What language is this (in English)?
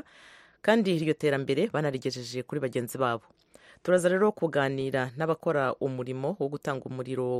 Kinyarwanda